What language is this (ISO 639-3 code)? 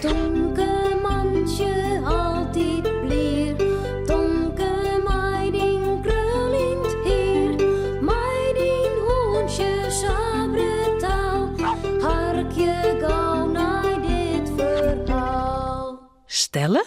fry